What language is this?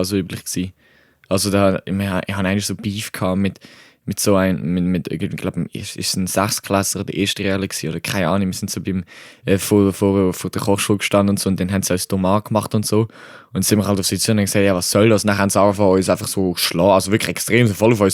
Swiss German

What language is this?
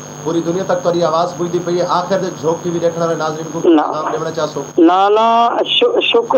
Saraiki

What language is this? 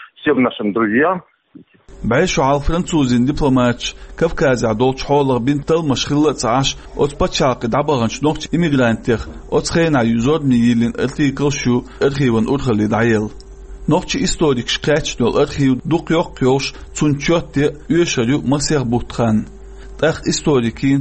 Chechen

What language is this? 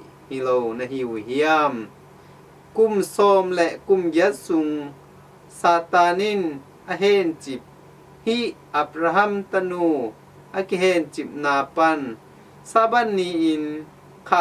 Tedim Chin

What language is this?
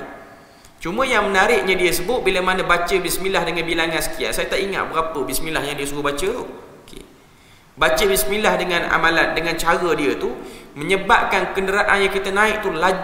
Malay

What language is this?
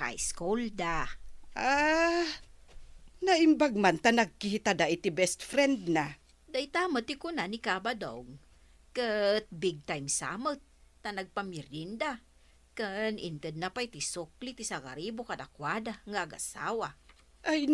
Iloko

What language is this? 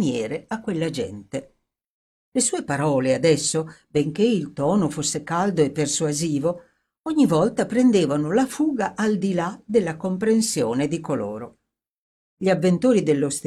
Italian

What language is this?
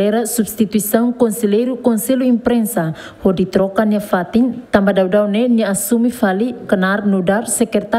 Tetum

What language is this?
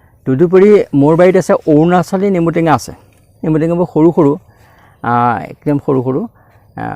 Assamese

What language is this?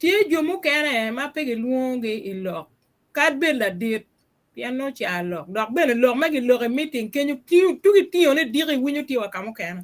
Acoli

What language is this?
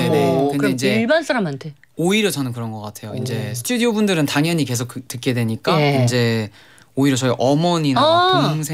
Korean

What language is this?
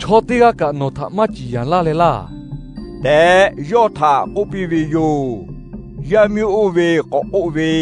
Lahu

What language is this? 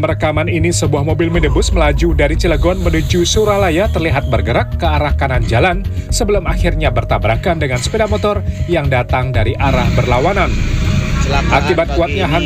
Indonesian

